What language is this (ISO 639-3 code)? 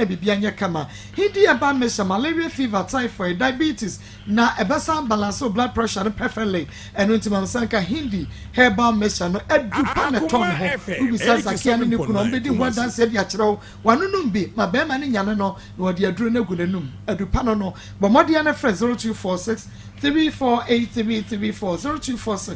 aka